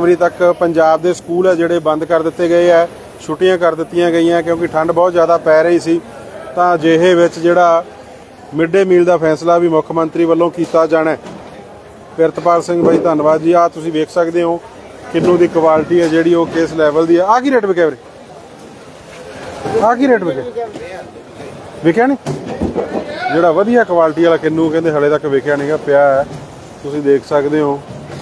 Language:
Punjabi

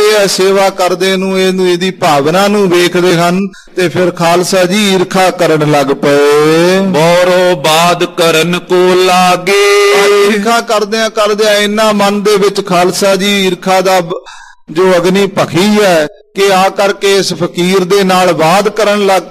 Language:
Punjabi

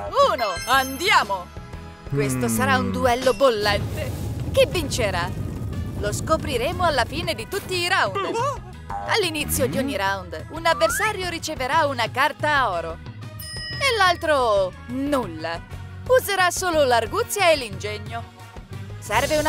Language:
Italian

